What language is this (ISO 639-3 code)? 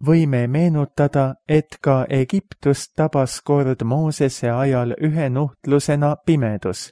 est